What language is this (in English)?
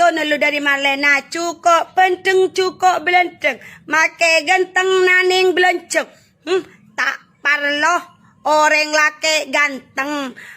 Madurese